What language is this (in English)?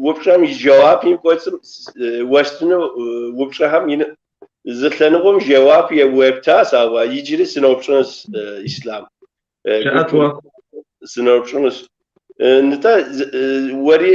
Kabardian